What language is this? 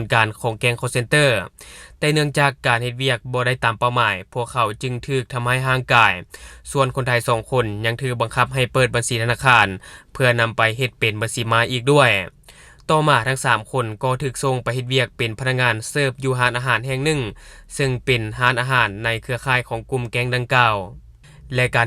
Lao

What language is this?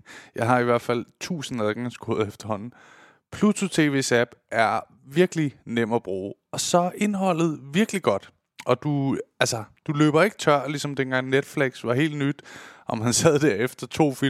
Danish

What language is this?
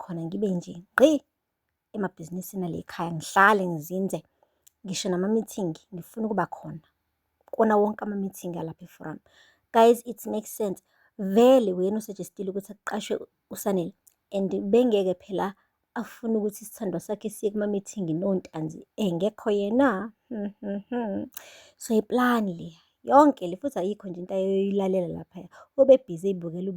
Zulu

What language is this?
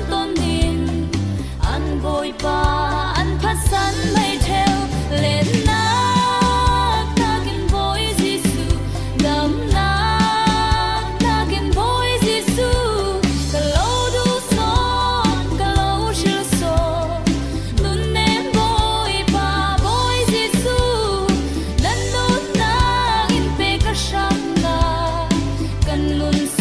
Falam Chin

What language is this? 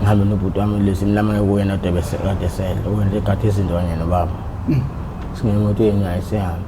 Zulu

